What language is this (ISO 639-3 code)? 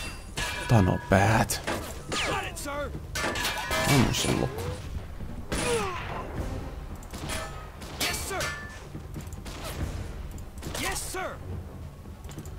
fin